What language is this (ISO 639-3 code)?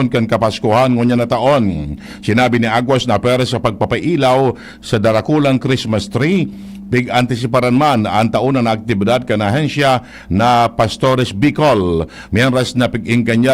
bik